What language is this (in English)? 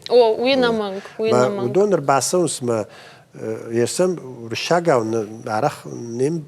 Ossetic